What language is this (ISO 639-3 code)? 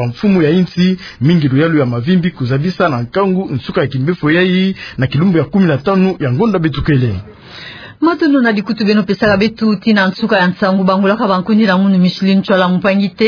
ktu